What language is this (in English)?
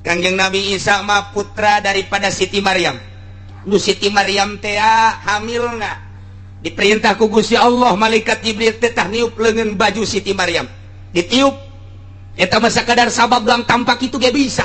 Sundanese